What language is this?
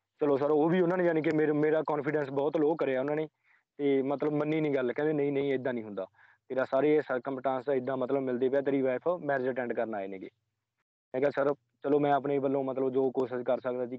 Punjabi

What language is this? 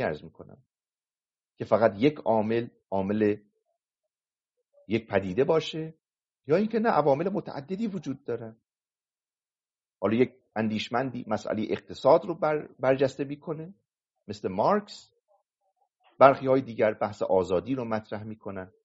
Persian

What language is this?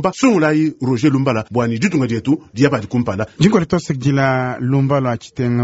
Luba-Lulua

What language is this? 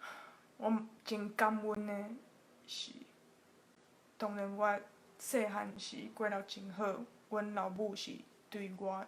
Min Nan Chinese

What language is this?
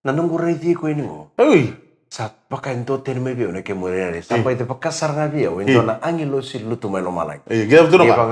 Fijian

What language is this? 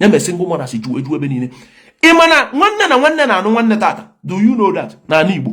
Igbo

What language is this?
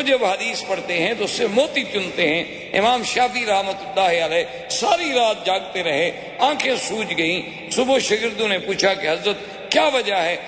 Urdu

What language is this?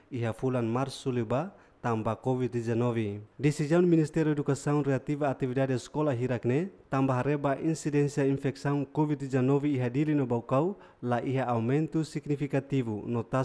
Tetum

